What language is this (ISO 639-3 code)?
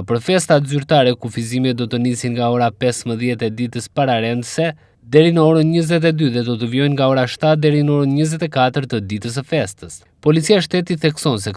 sqi